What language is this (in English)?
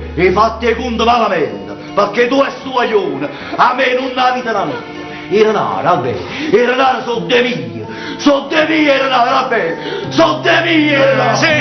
Neapolitan